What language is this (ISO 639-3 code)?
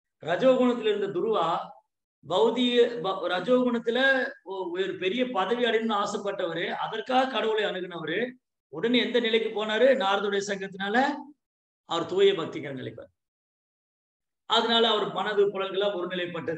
tam